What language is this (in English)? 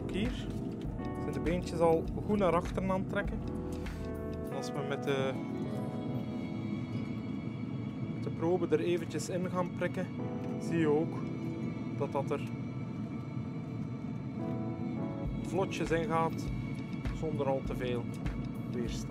Dutch